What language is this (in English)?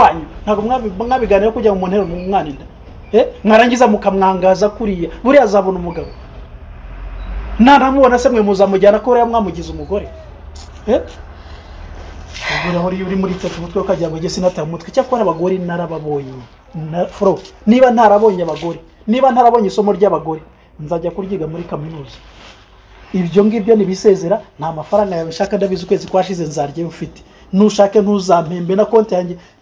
Kinyarwanda